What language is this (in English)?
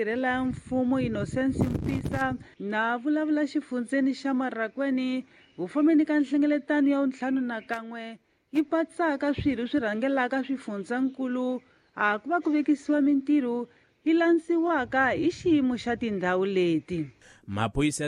Tsonga